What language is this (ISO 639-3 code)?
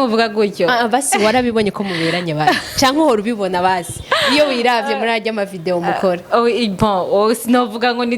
run